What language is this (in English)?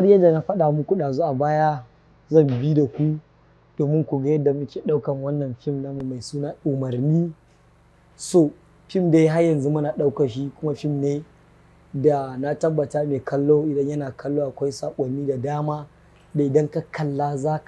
Hausa